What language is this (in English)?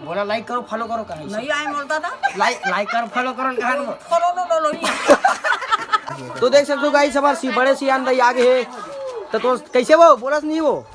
Chhattisgarhi